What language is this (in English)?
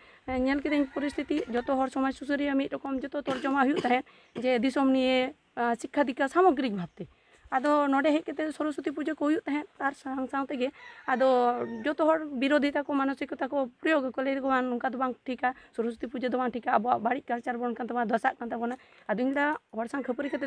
Santali